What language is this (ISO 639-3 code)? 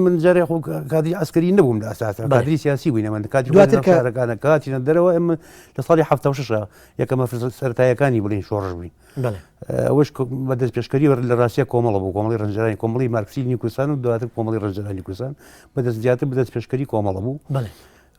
ckb